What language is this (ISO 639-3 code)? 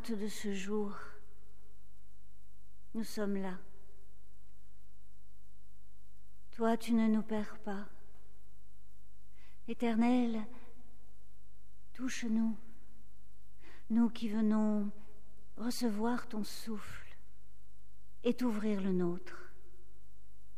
fra